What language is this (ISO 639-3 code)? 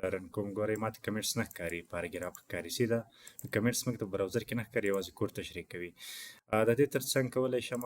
pus